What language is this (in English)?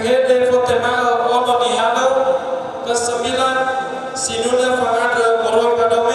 Nias